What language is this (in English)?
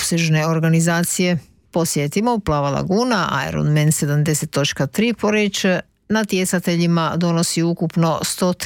Croatian